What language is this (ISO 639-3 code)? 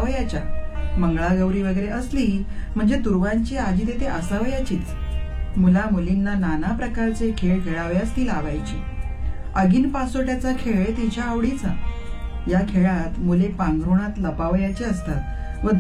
mar